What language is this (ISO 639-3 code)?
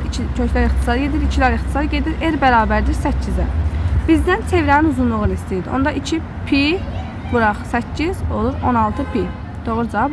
aze